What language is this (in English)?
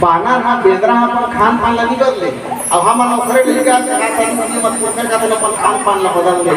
Chhattisgarhi